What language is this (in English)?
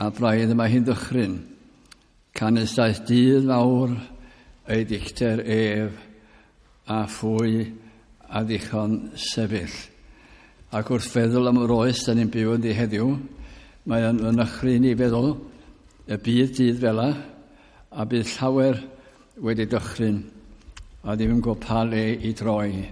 Welsh